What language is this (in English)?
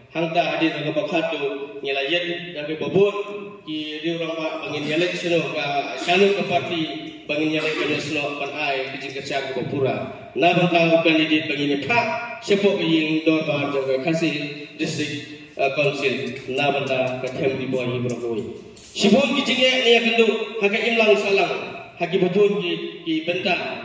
Khasi